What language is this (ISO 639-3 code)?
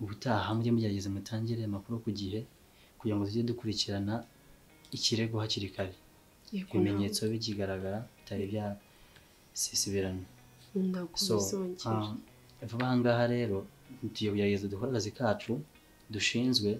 kin